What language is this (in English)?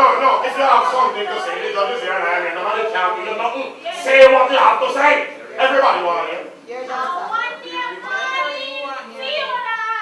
Jamaican Creole English